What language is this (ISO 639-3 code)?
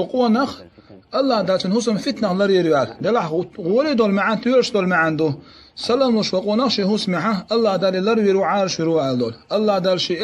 che